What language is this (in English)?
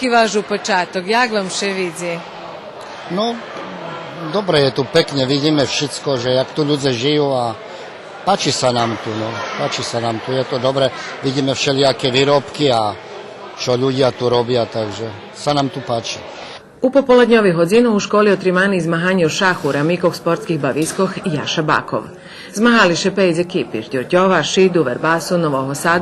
Rusyn